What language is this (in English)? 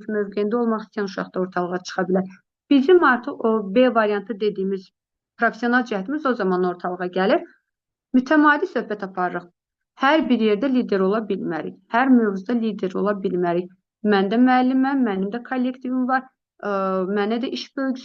Azerbaijani